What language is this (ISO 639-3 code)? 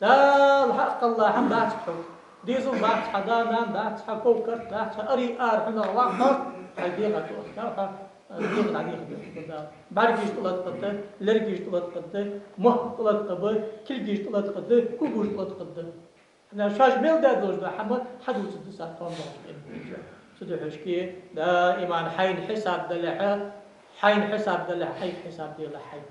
inh